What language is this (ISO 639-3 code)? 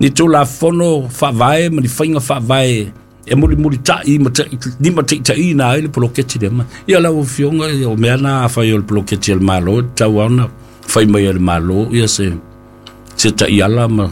smo